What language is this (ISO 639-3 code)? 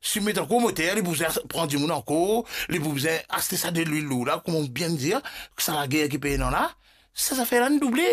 mfe